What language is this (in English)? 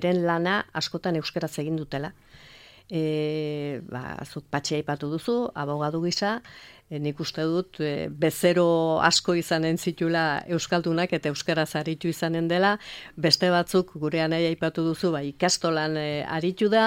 Basque